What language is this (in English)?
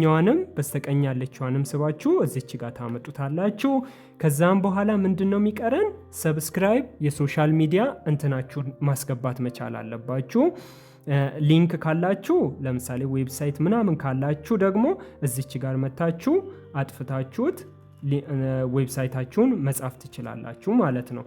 Amharic